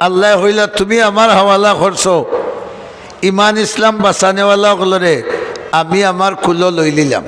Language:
Sylheti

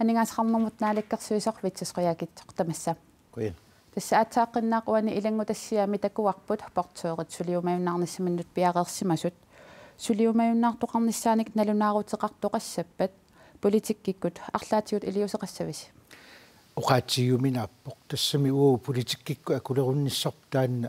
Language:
Kalaallisut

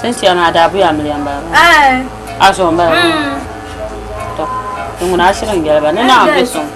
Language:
Dagbani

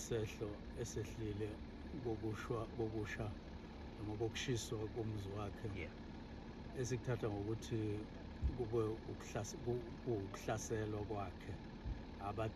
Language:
Zulu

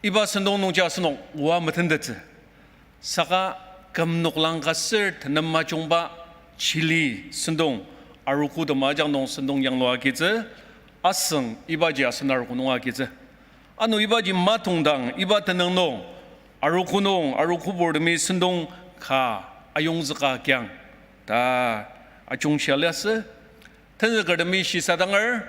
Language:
Ao Naga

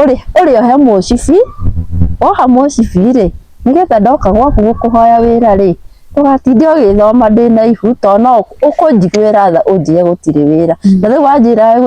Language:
Kikuyu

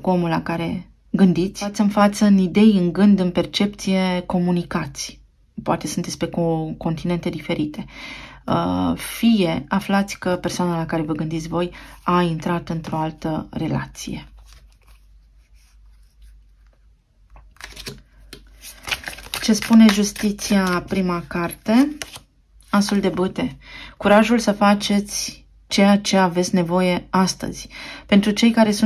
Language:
Romanian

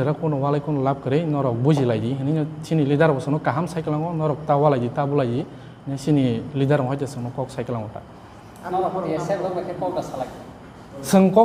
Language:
Kok Borok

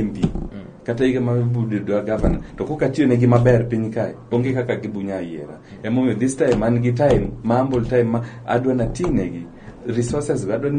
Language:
Luo (Kenya and Tanzania)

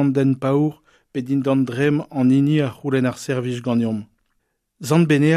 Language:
Breton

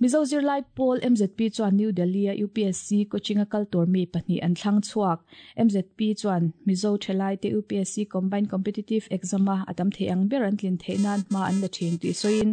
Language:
Mizo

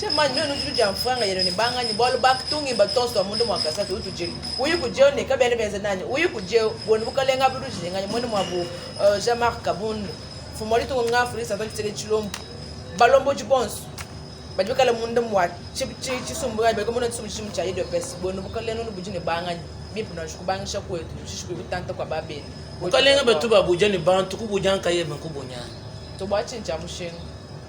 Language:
Luba-Lulua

